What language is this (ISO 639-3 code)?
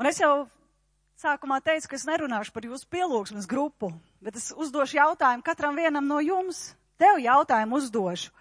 lav